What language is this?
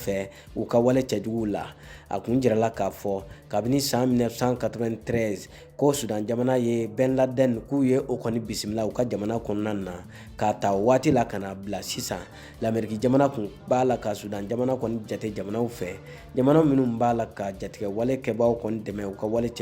Bambara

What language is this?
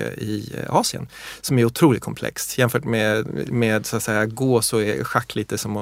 Swedish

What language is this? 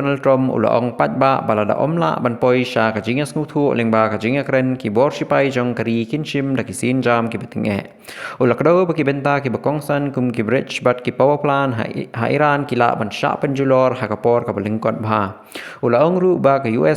Khasi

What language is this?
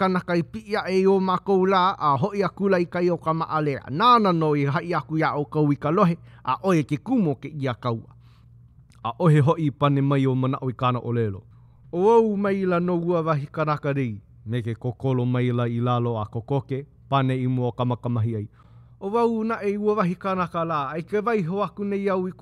Hawaiian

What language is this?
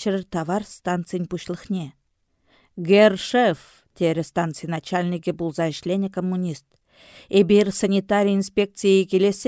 Chuvash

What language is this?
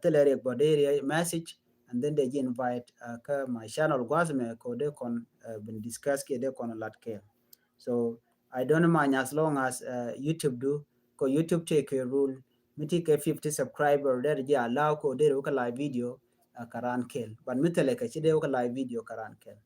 Nuer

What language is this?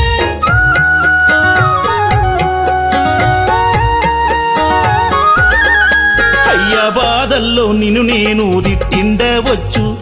Telugu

